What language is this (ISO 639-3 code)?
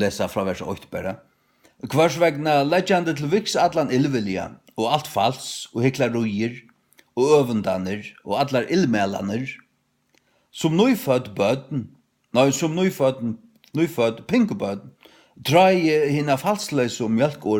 fao